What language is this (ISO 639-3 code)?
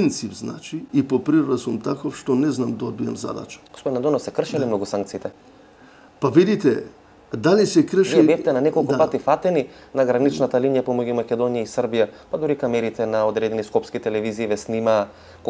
mkd